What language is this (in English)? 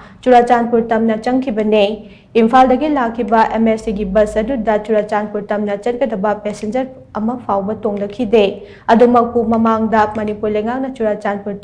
Manipuri